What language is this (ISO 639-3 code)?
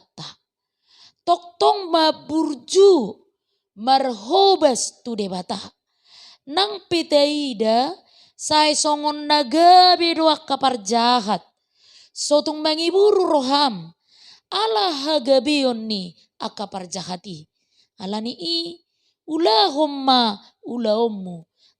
bbc